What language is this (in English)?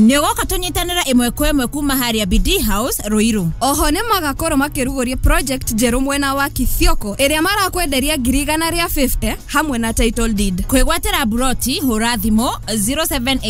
Kikuyu